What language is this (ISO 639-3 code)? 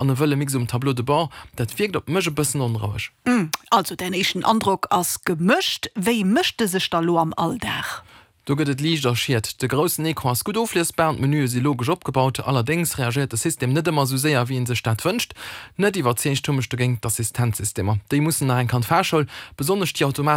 ltz